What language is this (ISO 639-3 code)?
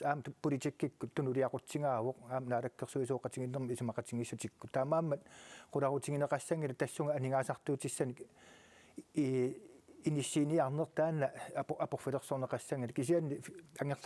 kal